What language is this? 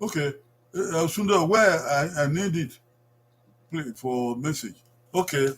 Bini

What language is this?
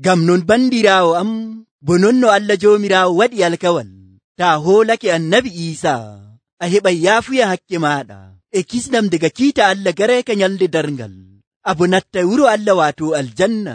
Nigerian Fulfulde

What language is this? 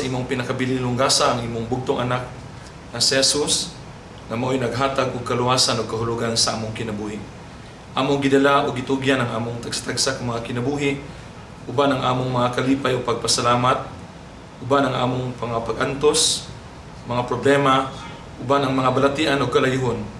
Cebuano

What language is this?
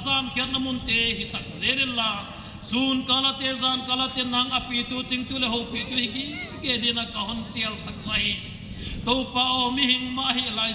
Paite Chin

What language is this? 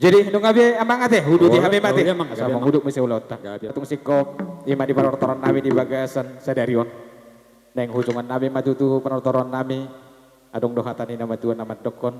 Batak Toba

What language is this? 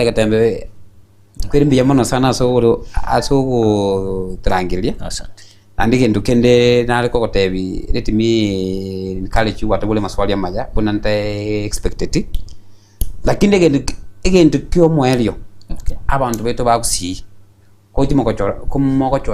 Gusii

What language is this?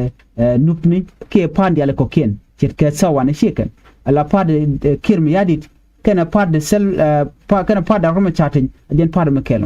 Nuer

